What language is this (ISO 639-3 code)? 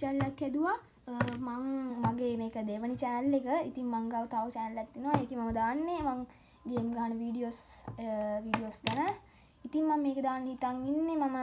sin